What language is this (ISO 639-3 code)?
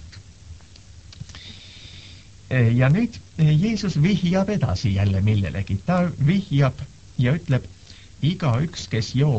est